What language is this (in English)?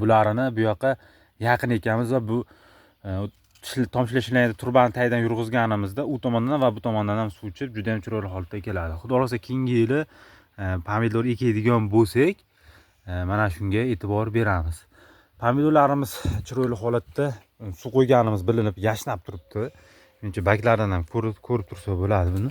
Uzbek